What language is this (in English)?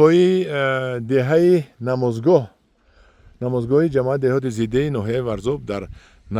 Tajik